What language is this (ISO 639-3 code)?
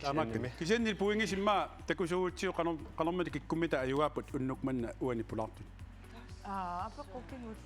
kal